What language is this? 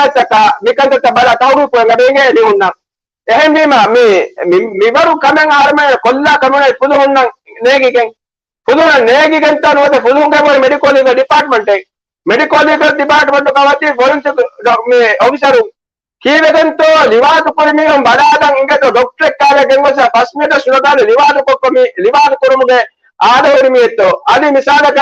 Divehi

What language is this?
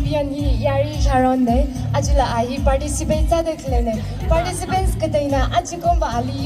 Tangkhul Naga (India)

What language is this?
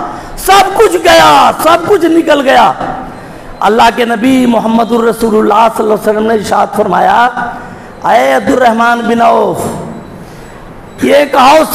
Urdu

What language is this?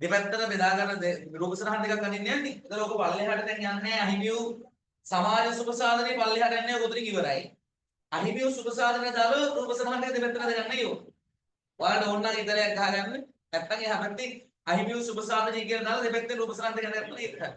Sinhala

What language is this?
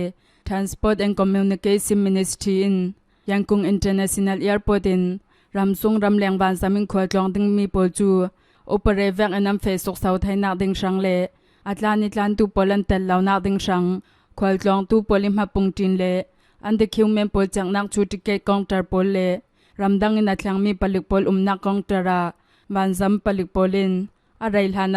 Hakha Chin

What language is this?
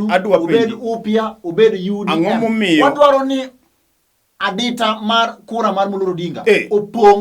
Luo (Kenya and Tanzania)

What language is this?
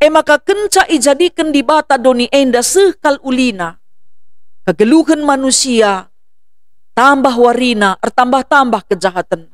Batak Karo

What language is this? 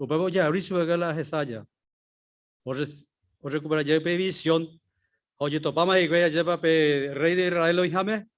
Guarani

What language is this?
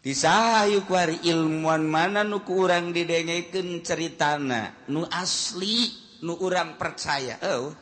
Sundanese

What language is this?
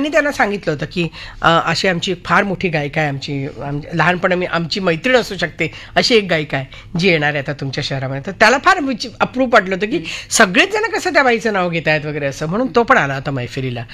Marathi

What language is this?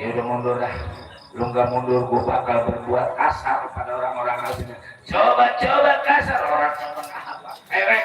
Betawi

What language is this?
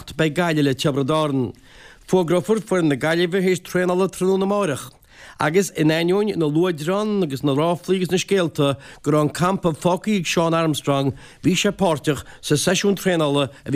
Irish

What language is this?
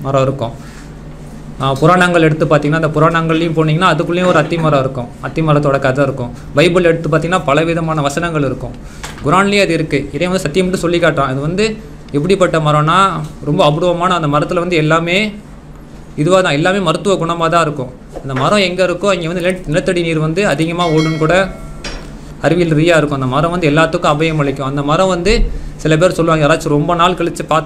Tamil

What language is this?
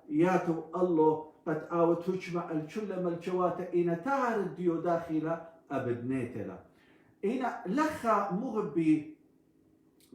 Assyrian Neo-Aramaic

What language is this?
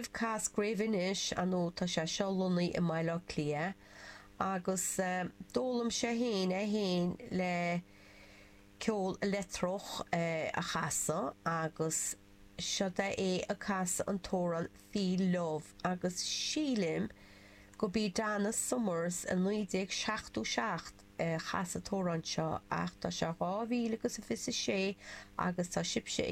Irish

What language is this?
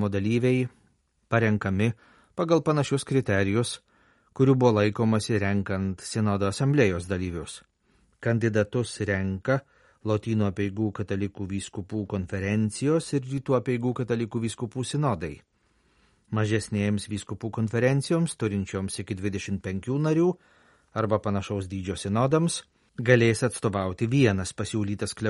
Lithuanian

